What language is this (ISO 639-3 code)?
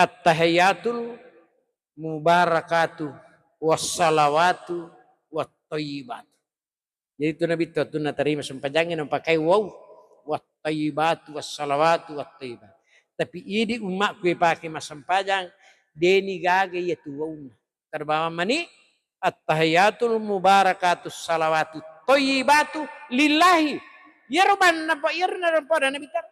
bug